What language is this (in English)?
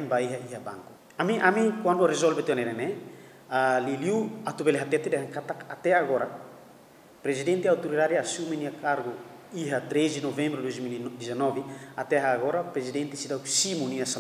Tetum